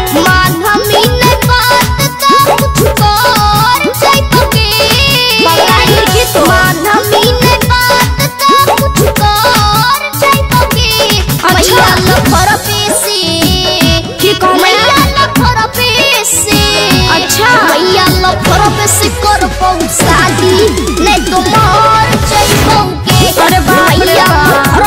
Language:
Bhojpuri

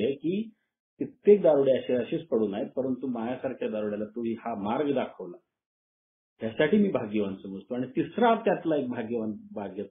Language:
Marathi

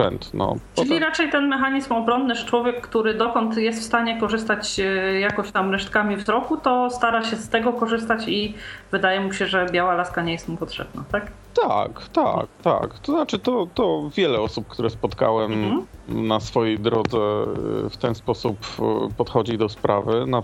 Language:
Polish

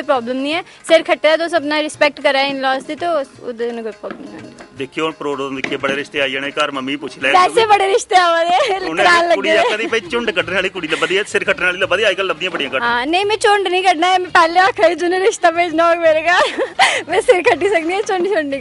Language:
Dogri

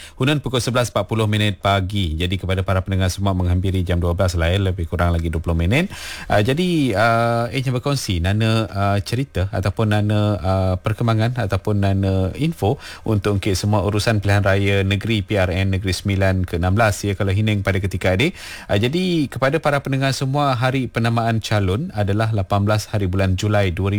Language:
Malay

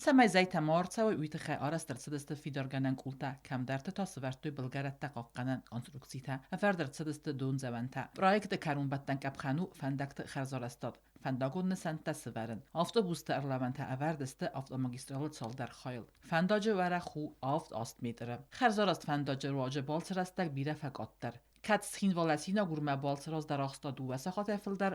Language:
Ossetic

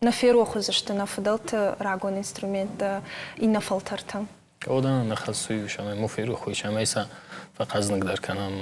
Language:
Ossetic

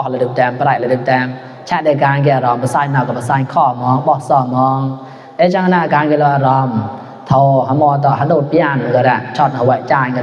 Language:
Mon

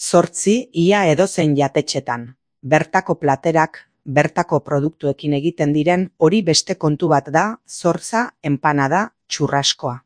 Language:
Basque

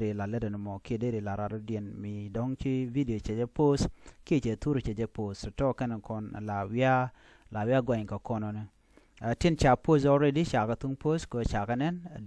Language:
Nuer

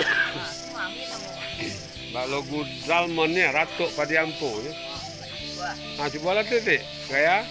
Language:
Minangkabau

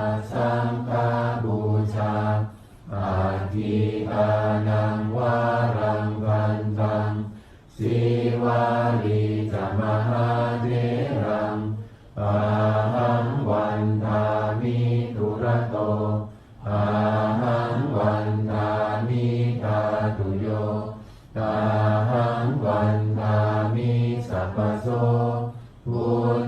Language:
Pali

